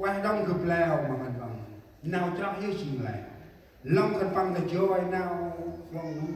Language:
Central Mnong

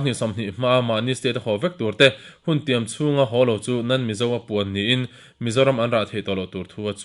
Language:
Mizo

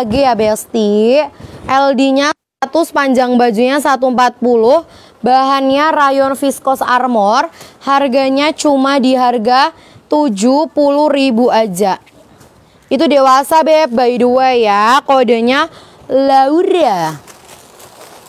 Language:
Indonesian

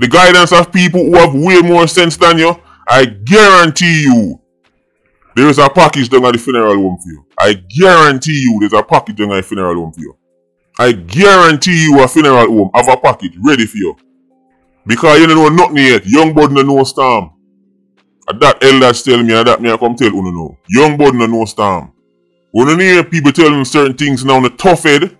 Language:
Jamaican Creole English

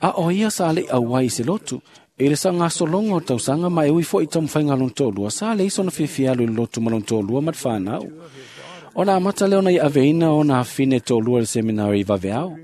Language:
Samoan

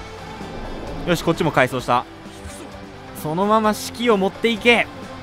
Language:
Japanese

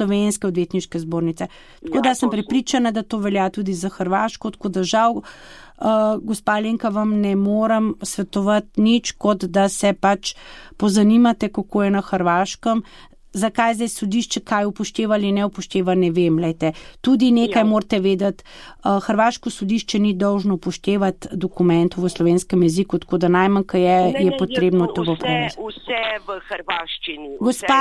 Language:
Slovenian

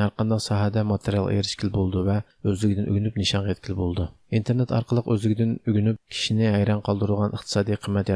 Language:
Uyghur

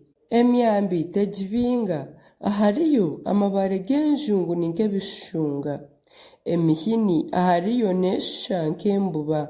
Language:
Nyankole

